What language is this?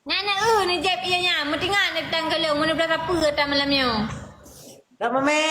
Achinese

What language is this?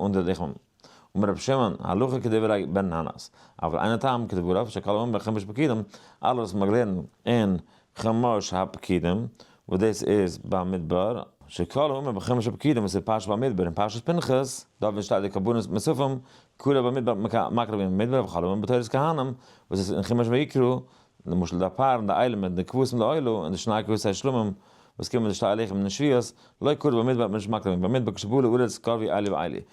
Yiddish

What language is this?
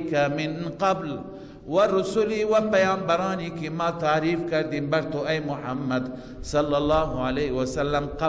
Persian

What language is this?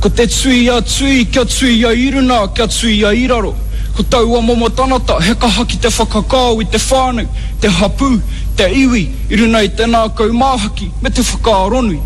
Māori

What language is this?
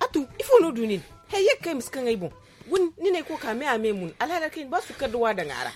Zarma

